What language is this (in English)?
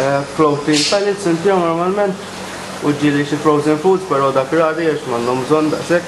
Maltese